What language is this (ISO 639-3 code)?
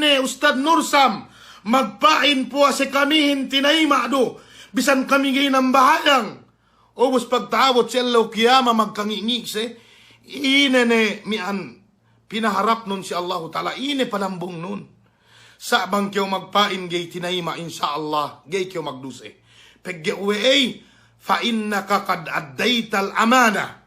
yka